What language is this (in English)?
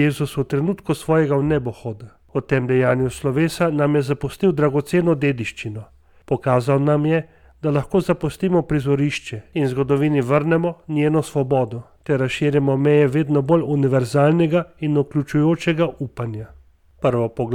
Slovenian